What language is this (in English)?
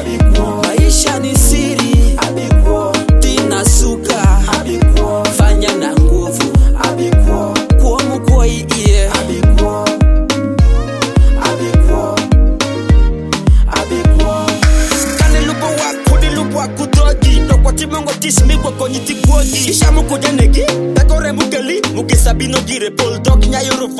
Swahili